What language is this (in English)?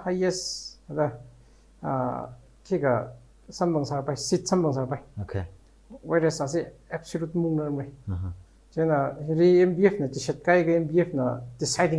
Tangkhul Naga (India)